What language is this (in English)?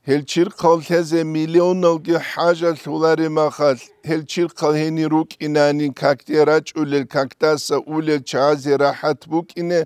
Avaric